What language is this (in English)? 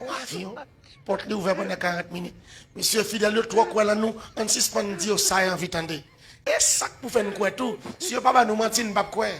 Haitian Creole